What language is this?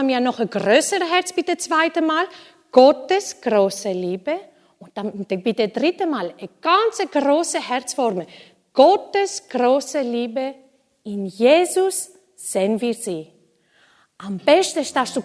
Swiss German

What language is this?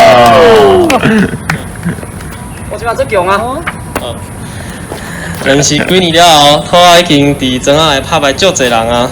Min Nan Chinese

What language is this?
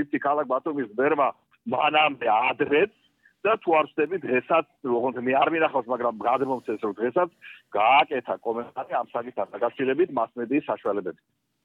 Georgian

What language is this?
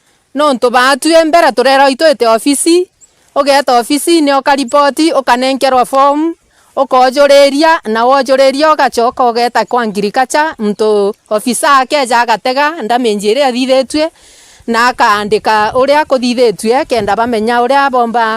Meru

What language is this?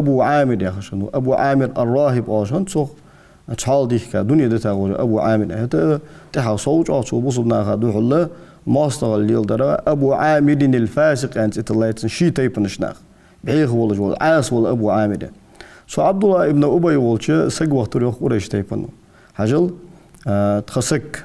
Ingush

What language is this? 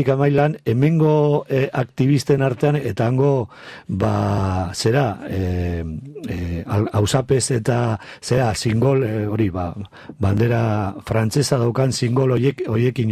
Basque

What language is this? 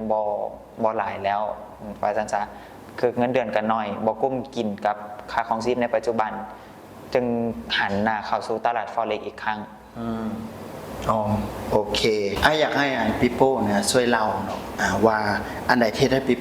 Lao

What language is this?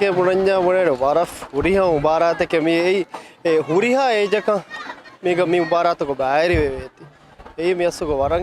Divehi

